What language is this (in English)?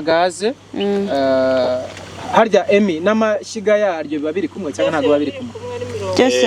Kinyarwanda